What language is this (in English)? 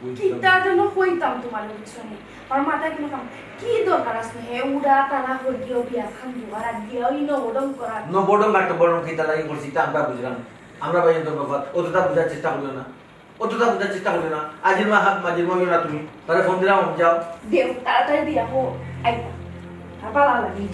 Sylheti